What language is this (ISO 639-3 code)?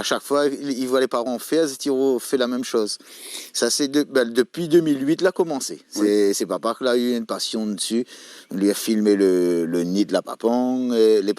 rcf